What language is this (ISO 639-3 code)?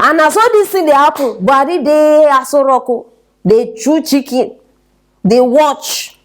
pcm